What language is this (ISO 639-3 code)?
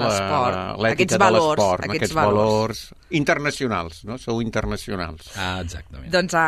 cat